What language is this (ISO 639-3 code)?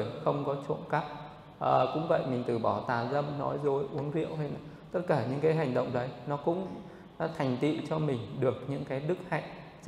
vie